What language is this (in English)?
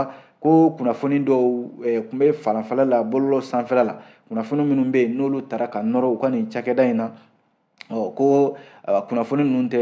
Bambara